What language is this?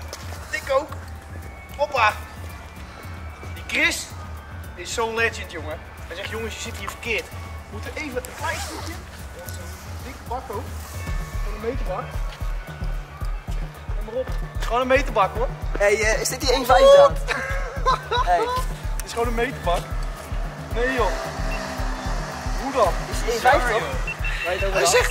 Dutch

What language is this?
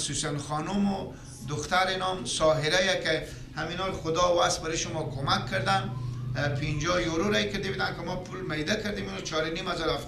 Persian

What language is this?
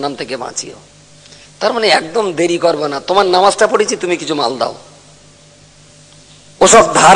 Bangla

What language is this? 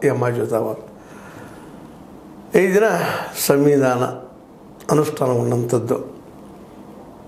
Kannada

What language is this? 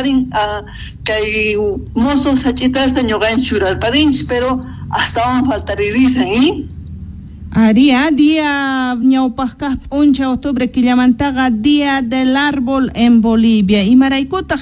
South Bolivian Quechua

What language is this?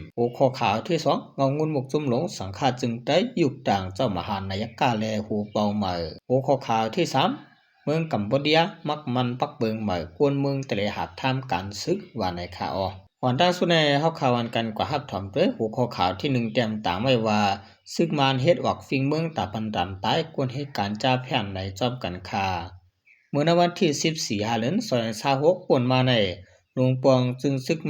Shan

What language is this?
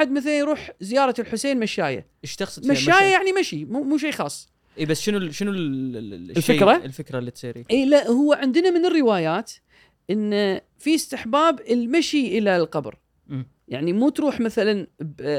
Gulf Arabic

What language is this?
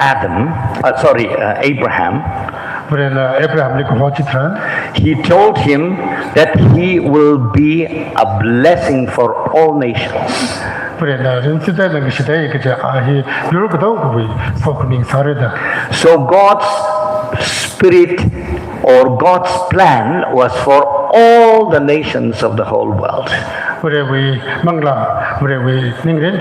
Tangkhul Naga (India)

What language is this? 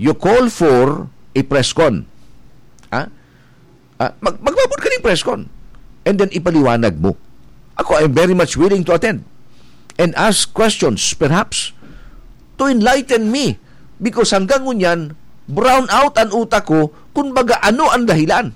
Bikol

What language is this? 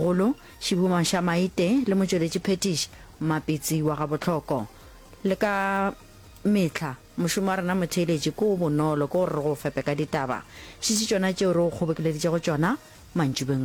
Northern Sotho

